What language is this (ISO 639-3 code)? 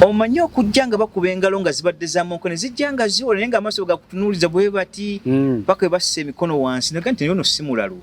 lug